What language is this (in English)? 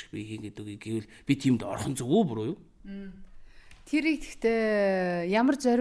Mongolian